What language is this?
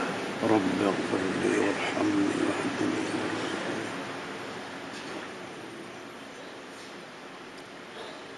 Arabic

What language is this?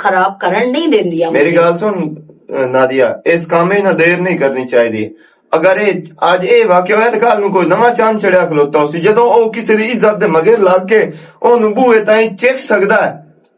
Western Panjabi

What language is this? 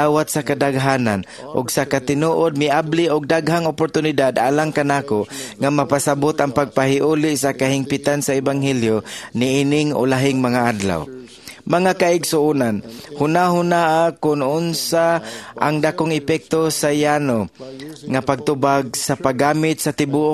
Cebuano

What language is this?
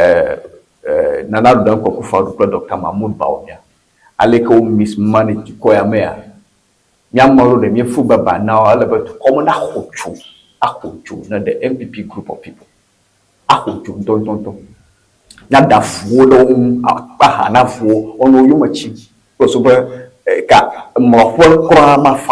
Ewe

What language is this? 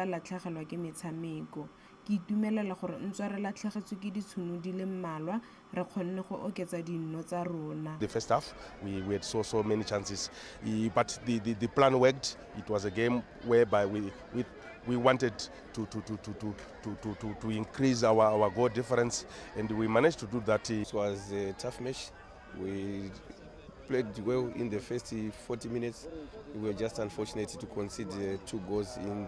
Tswana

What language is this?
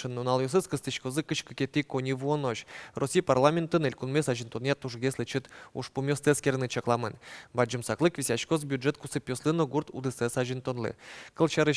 Udmurt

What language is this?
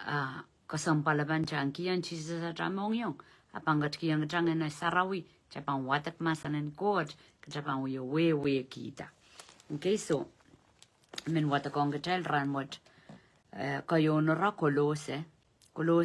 Pohnpeian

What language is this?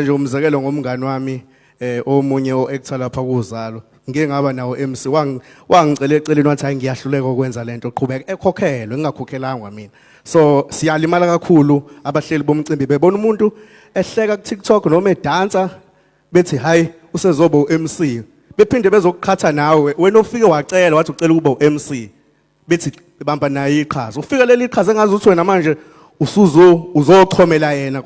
Zulu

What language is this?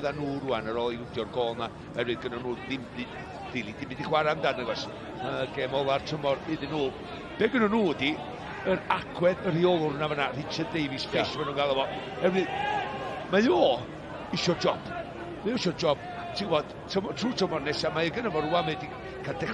Welsh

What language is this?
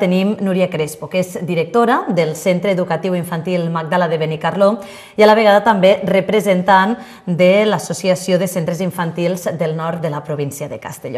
Catalan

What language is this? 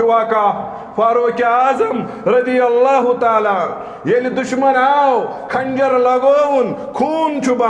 Kashmiri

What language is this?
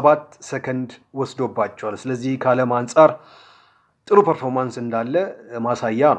Amharic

